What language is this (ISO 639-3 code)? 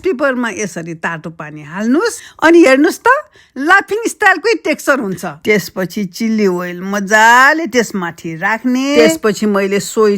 nep